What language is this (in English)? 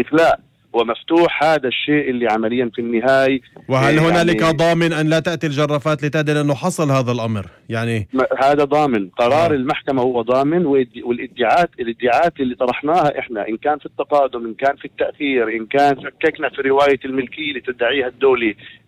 North Levantine Arabic